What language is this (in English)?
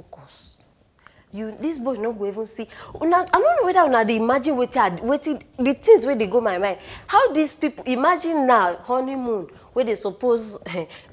Nigerian Pidgin